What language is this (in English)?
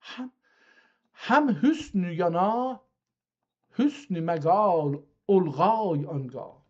South Azerbaijani